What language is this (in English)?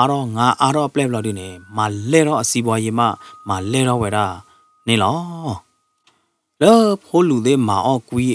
S'gaw Karen